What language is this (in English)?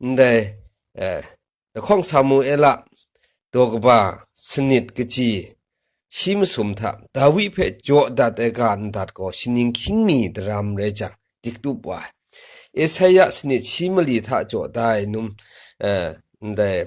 Kachin